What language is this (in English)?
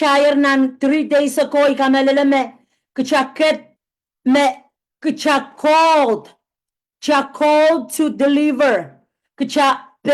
Pohnpeian